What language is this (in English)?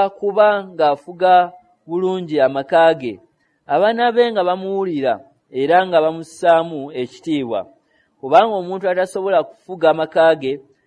Ganda